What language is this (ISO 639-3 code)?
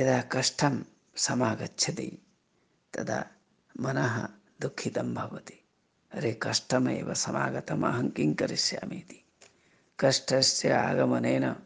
san